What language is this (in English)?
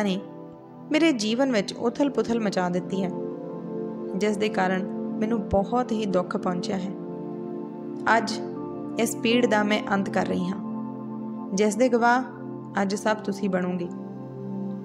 Punjabi